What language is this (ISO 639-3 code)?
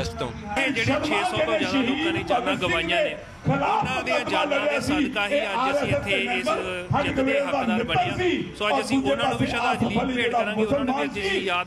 pan